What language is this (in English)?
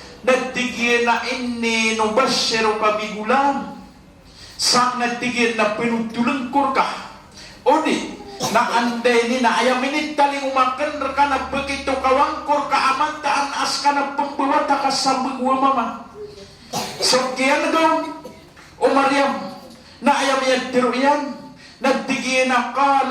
Maranao